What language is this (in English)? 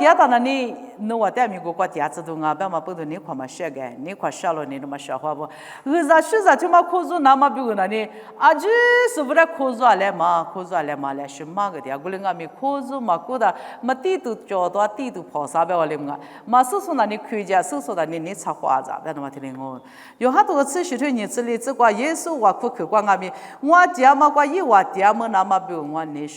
Lisu